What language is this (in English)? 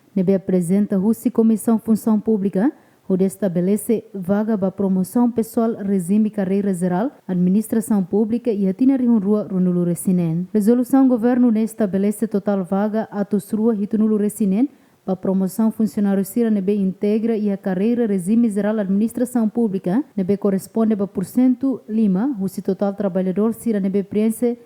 Tetum